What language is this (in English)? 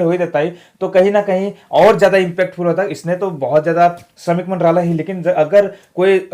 Sadri